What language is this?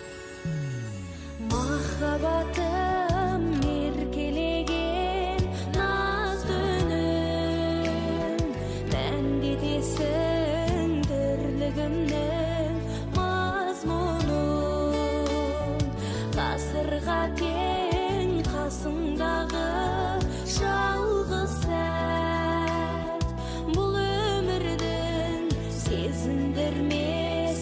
Kazakh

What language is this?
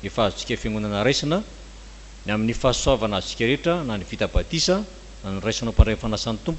Malagasy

